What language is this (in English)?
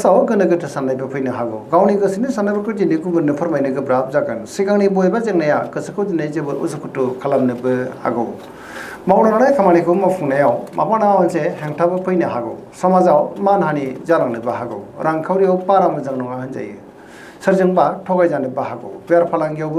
Bodo